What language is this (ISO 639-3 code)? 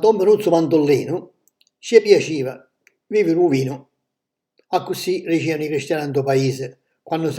scn